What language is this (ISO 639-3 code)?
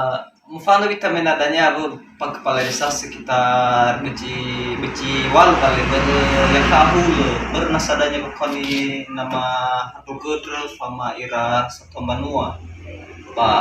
nia